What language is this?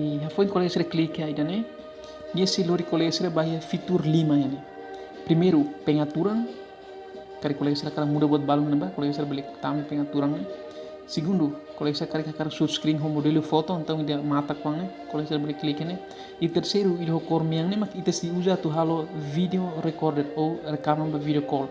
Tetum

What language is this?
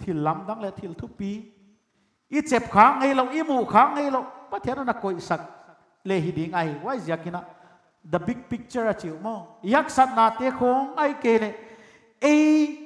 Paite Chin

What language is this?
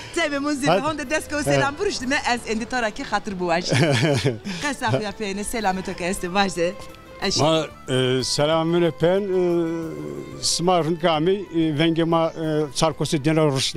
Zaza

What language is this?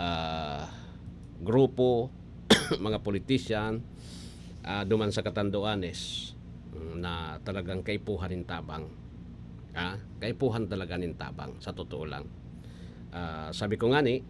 Bikol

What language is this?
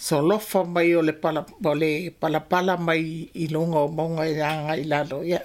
Samoan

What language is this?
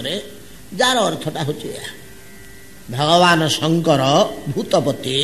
Odia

